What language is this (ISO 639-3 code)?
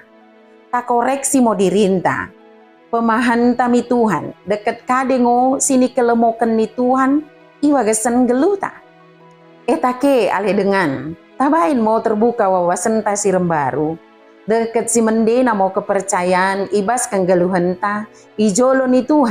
btd